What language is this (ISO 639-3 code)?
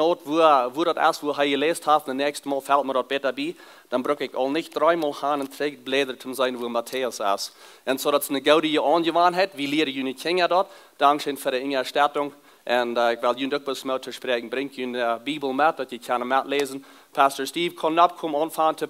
pdt